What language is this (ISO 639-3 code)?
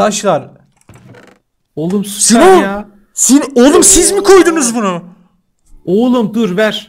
tur